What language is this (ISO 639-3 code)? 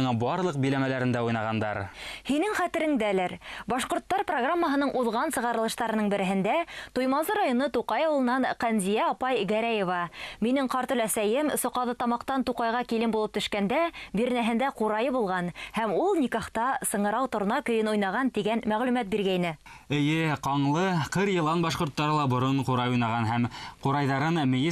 bak